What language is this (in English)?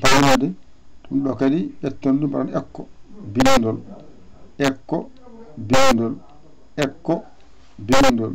Fula